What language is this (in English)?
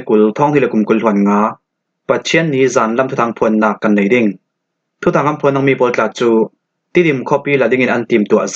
Falam Chin